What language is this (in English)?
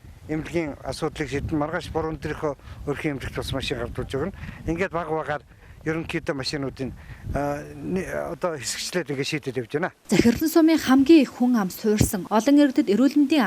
Mongolian